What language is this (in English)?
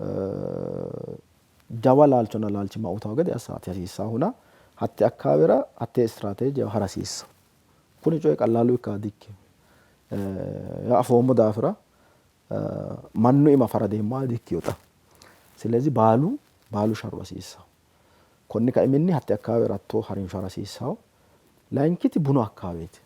Sidamo